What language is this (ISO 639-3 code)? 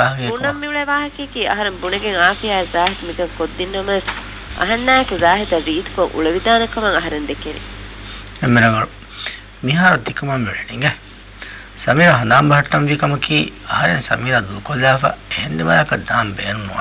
div